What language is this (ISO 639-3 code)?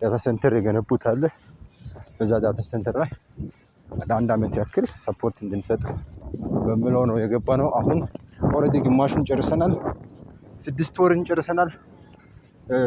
amh